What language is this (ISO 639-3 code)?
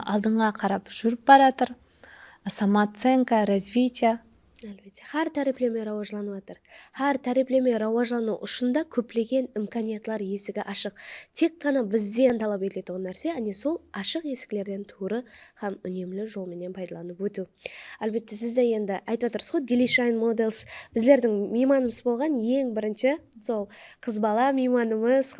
kaa